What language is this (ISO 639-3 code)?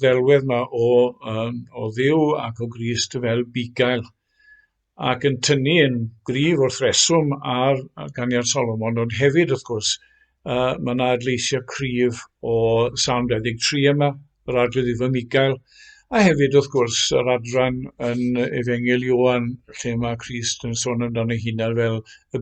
cym